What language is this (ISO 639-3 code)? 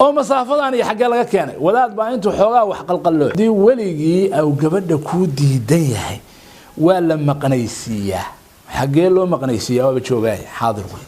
som